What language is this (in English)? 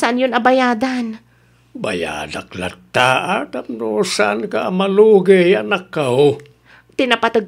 Iloko